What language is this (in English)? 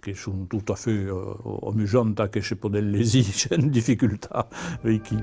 Occitan